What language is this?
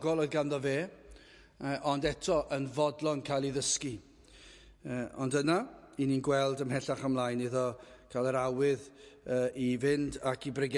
Welsh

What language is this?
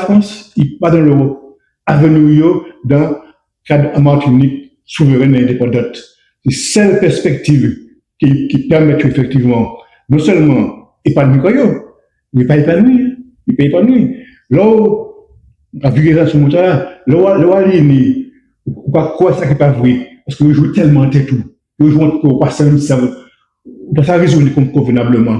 Guadeloupean Creole French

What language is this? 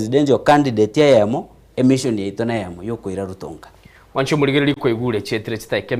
Gusii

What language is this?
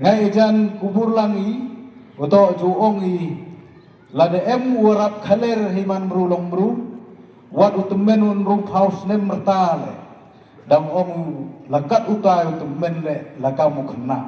Khasi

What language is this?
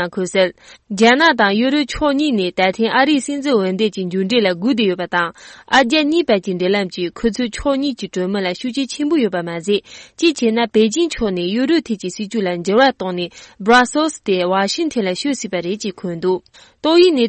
Tibetan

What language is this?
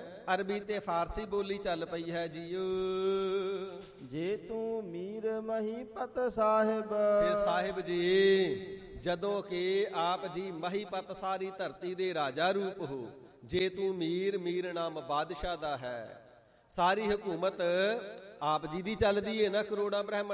Punjabi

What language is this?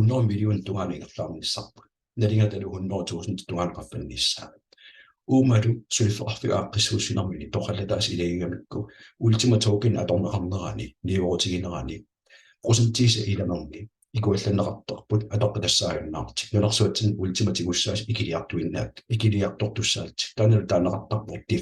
Kalaallisut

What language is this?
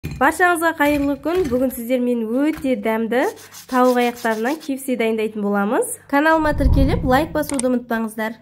Kazakh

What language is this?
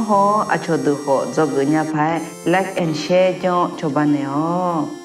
Akha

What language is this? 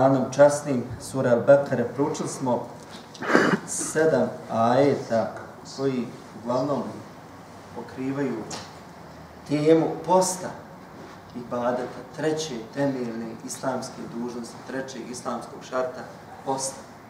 Bosnian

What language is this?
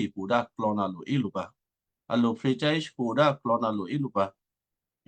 Western Kayah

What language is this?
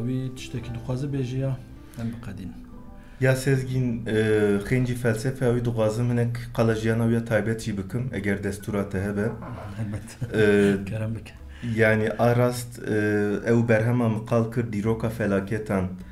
Kurdish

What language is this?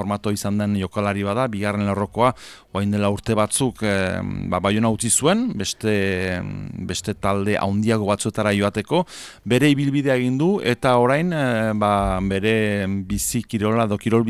Basque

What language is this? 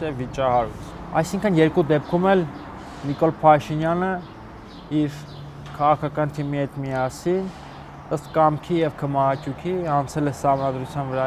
Armenian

